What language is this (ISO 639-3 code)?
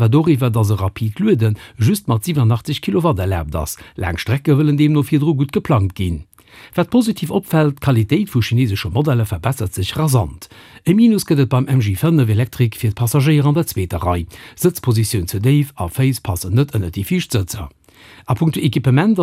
ltz